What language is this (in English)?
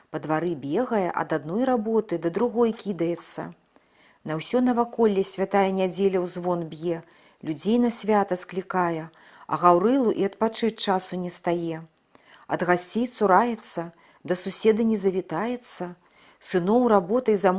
Belarusian